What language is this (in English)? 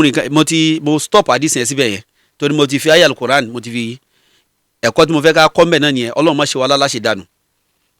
Yoruba